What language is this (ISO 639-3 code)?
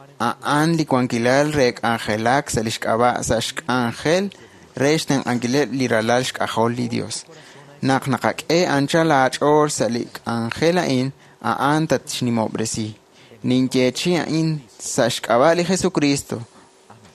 kek